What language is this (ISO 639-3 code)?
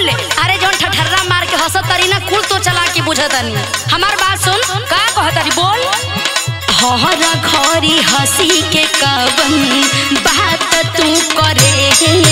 bho